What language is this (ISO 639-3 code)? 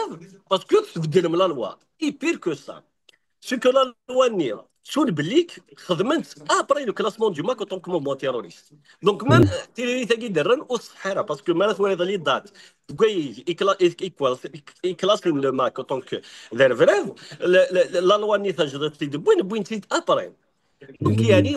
kab